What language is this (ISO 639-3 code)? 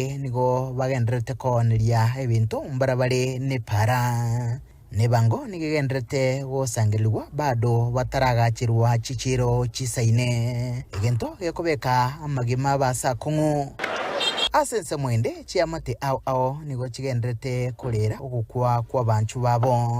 guz